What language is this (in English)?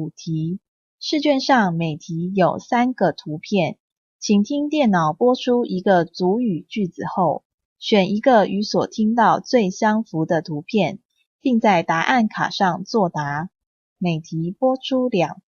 Taroko